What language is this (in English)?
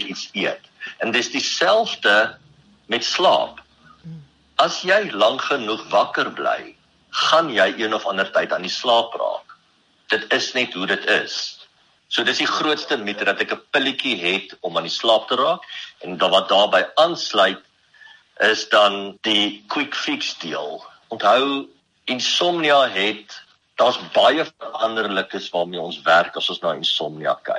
Afrikaans